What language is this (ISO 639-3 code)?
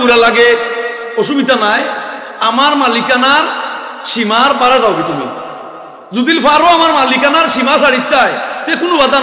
syl